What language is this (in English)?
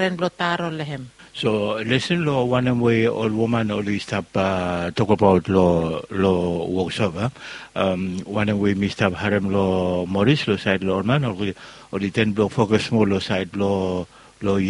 Bislama